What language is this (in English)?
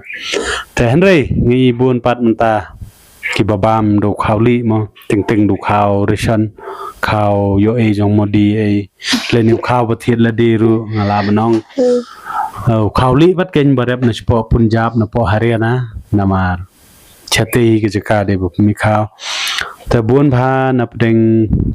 Khasi